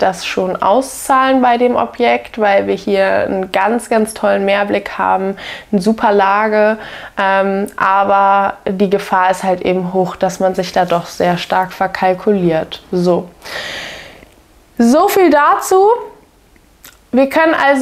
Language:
German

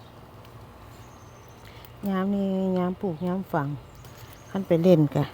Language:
Lao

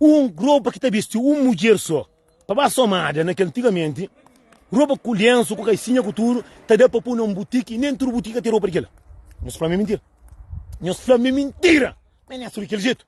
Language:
Kabuverdianu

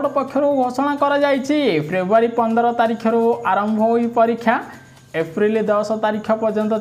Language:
Odia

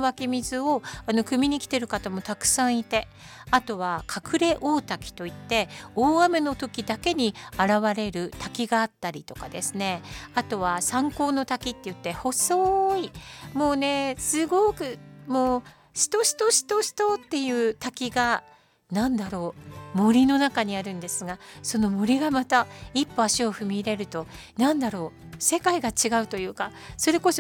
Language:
Japanese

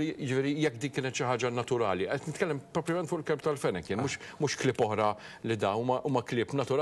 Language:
Maltese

